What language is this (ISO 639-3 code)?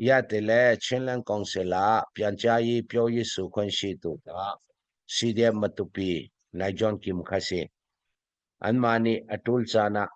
cfm